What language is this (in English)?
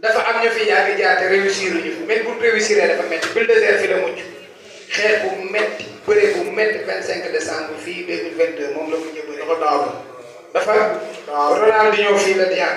Wolof